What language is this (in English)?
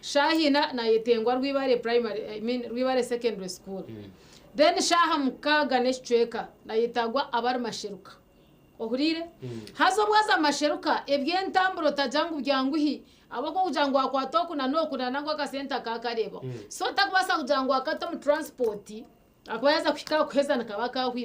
Nyankole